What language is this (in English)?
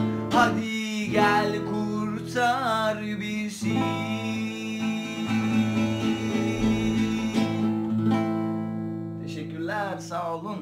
Turkish